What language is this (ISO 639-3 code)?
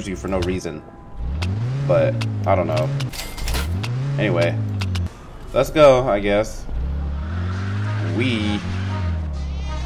eng